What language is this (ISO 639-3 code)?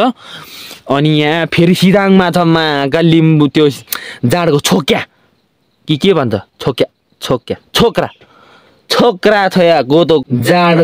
nep